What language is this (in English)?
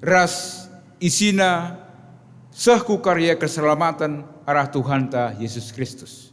Batak Karo